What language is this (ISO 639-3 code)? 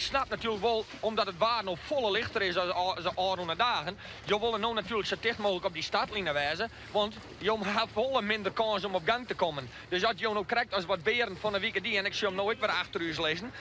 fry